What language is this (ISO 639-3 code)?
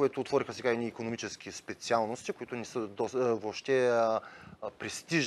bul